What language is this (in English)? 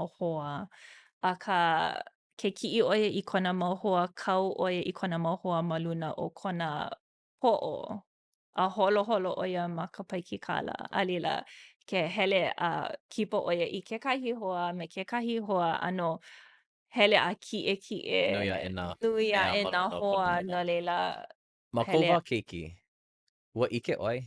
Hawaiian